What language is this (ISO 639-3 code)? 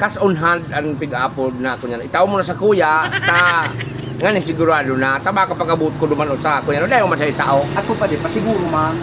bik